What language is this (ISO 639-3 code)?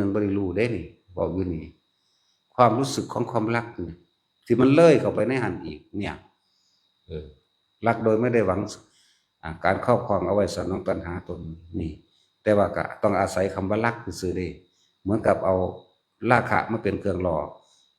tts